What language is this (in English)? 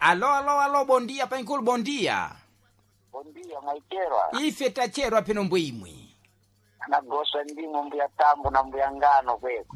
Sena